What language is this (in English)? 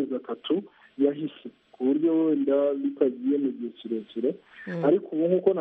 Kinyarwanda